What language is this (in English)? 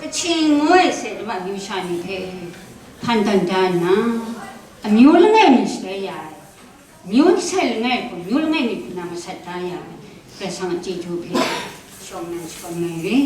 Kachin